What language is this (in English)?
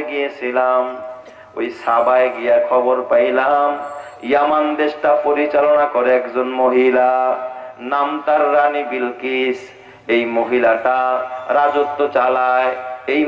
Bangla